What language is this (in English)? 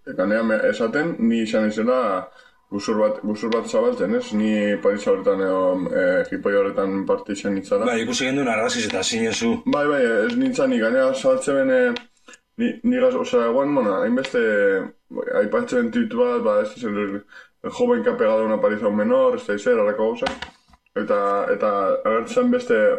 Basque